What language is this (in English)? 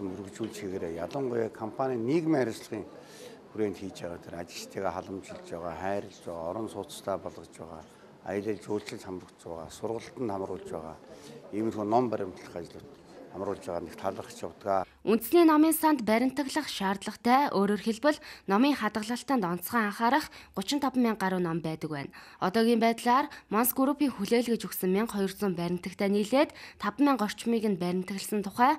Mongolian